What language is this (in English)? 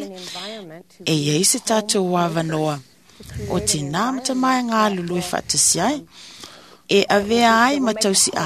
Samoan